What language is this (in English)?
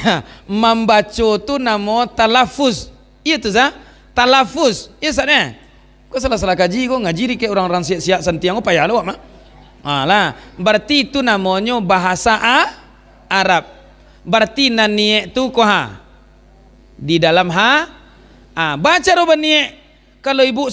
Minangkabau